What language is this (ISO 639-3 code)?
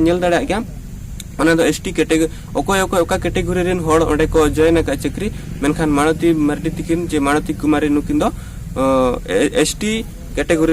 sat